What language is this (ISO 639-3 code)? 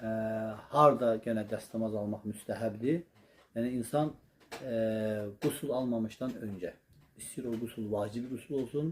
aze